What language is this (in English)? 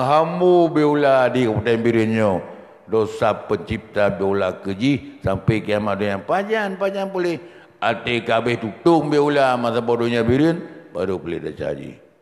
Achinese